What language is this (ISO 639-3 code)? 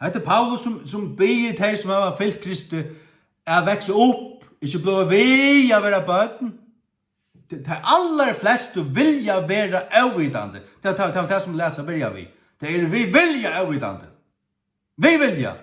fao